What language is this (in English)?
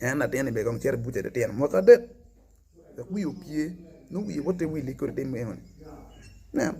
Acoli